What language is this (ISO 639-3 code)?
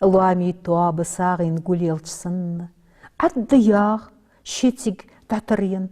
inh